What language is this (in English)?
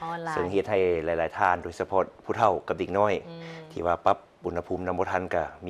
Lao